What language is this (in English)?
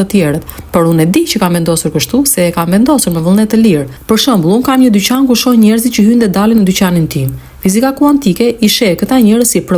Albanian